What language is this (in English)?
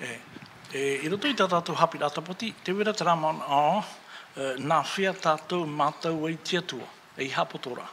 Tahitian